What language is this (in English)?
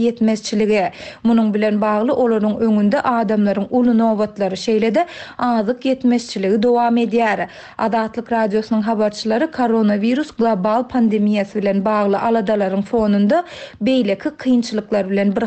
Turkmen